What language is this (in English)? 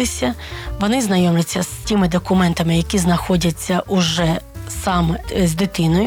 Ukrainian